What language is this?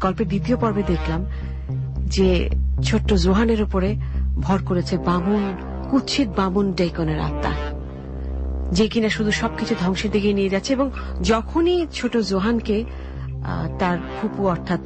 Bangla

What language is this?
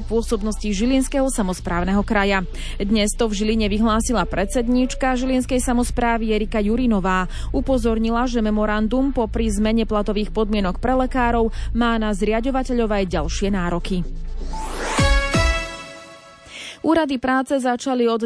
Slovak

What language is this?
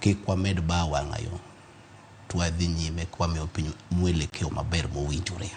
Luo (Kenya and Tanzania)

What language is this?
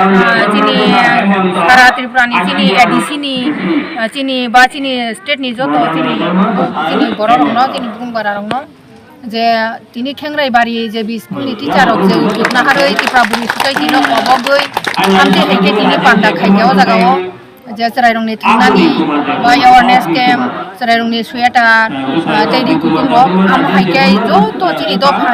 Kok Borok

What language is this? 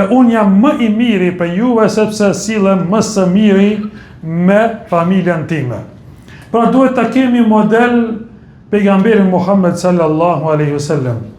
Albanian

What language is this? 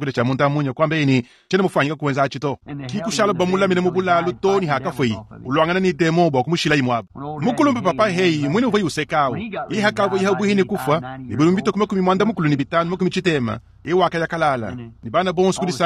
Luba-Lulua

